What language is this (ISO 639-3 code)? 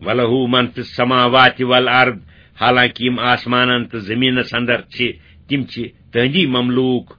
kas